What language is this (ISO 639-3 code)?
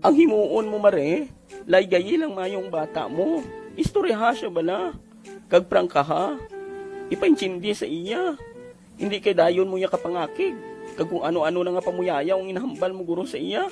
hil